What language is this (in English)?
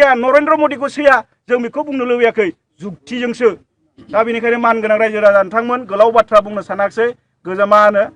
Bodo